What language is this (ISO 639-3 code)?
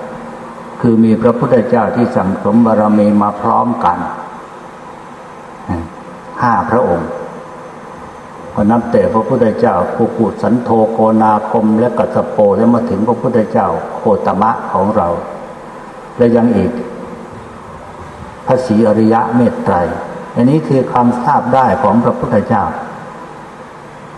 tha